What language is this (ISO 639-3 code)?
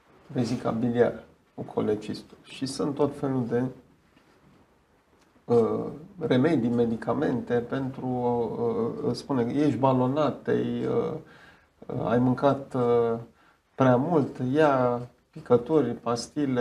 ron